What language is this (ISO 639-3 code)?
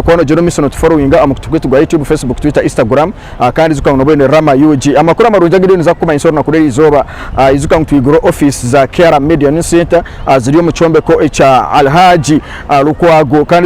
nyn